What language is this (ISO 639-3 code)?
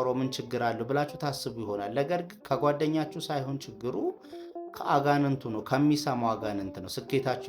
amh